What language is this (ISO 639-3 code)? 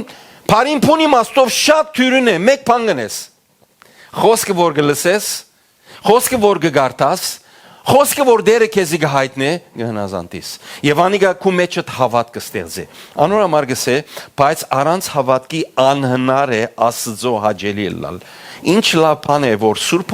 hyw